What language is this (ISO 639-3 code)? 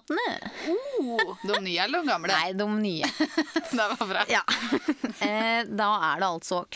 nor